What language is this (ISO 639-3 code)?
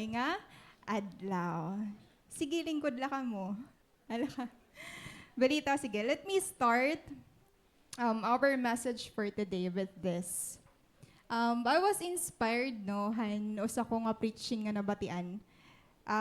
war